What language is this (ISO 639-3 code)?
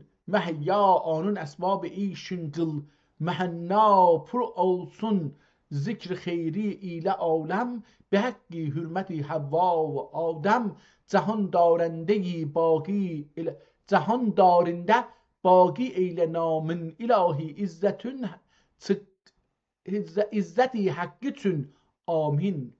azb